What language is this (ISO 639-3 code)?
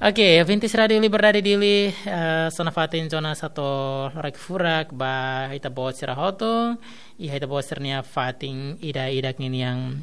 tet